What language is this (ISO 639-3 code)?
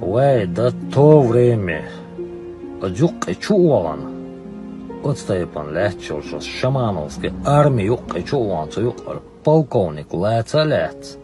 che